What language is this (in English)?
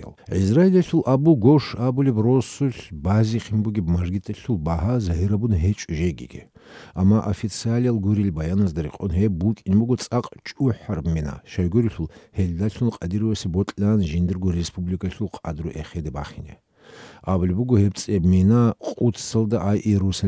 Avaric